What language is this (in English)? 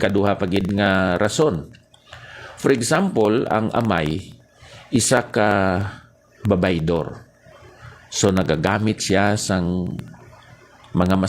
Hiligaynon